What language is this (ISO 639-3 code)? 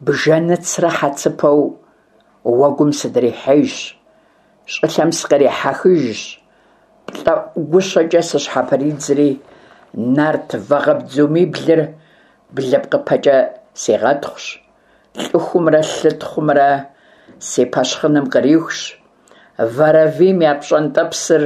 kbd